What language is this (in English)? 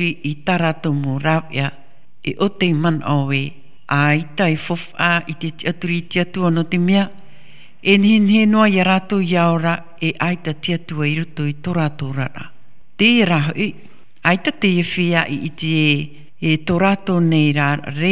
Tahitian